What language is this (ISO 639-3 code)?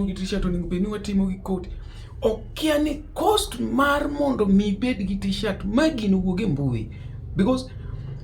luo